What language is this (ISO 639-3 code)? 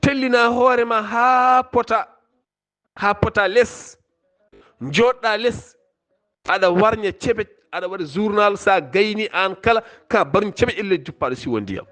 ful